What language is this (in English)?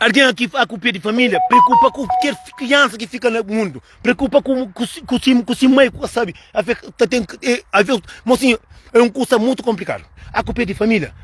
Kabuverdianu